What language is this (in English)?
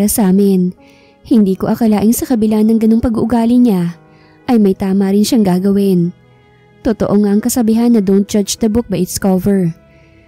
Filipino